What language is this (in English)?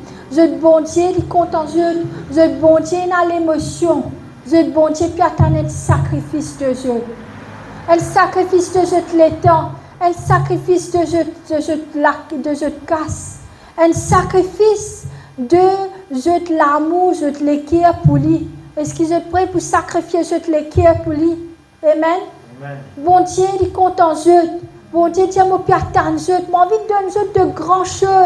Morisyen